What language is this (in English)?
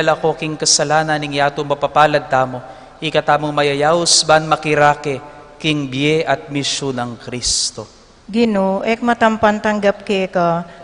Pampanga